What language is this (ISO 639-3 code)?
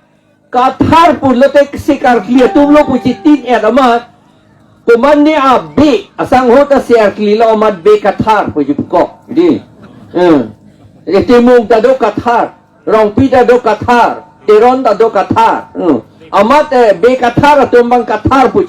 mjw